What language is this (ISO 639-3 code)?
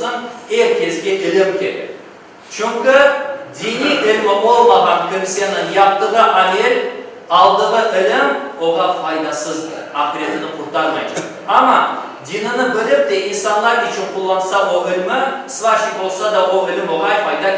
crh